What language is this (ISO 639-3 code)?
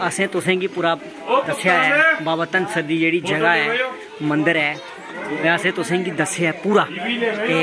doi